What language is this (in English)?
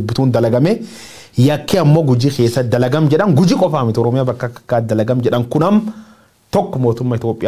Oromo